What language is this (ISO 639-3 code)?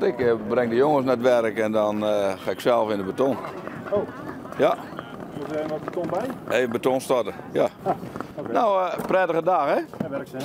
fry